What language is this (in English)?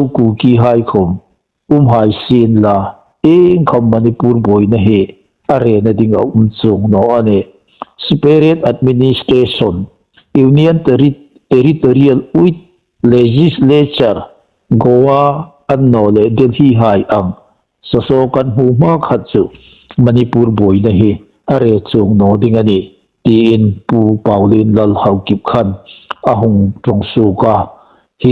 Hmar